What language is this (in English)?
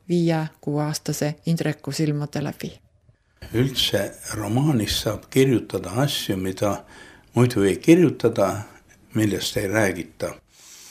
Estonian